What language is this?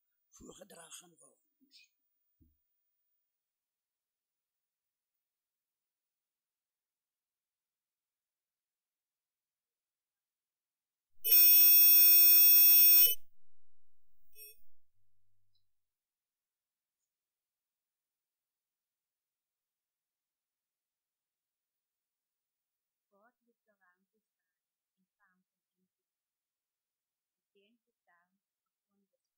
Afrikaans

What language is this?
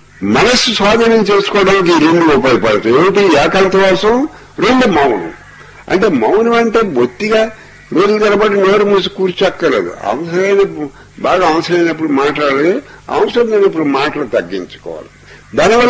Telugu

